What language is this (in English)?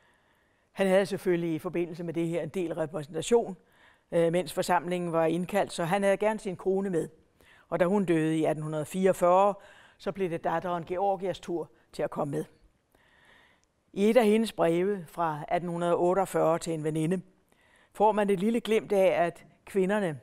Danish